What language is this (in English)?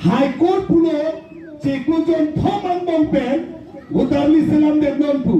Karbi